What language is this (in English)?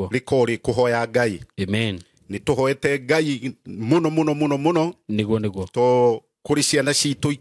Kikuyu